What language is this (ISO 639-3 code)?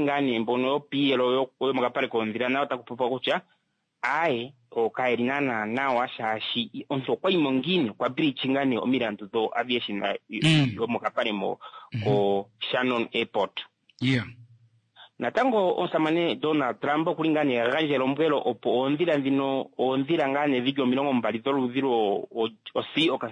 kua